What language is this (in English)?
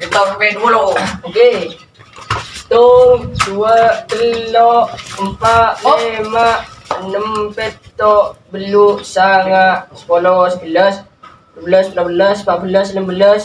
Madurese